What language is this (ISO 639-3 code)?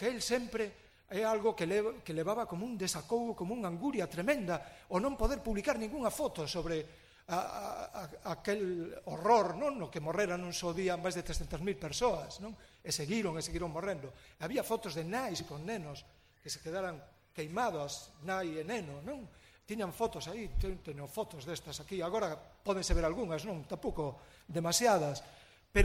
glg